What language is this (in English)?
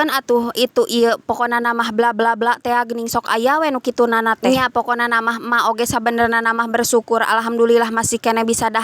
Sundanese